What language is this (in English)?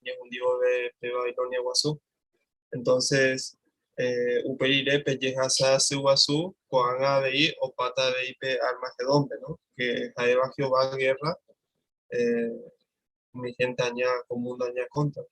Guarani